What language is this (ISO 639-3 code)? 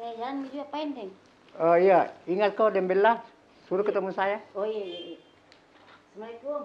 mfp